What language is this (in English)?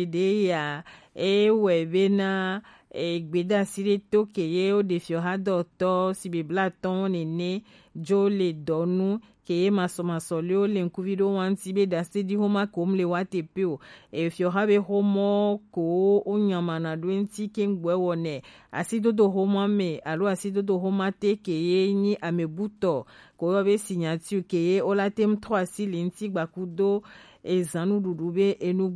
Gen